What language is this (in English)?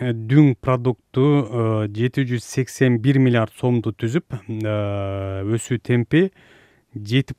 Kyrgyz